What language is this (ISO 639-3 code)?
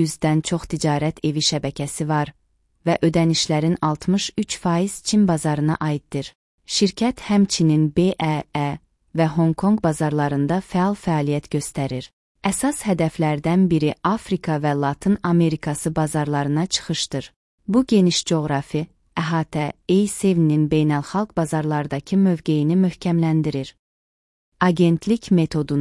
aze